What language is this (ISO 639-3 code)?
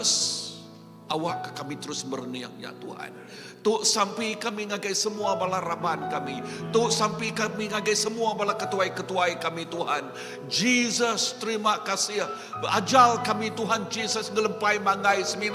iba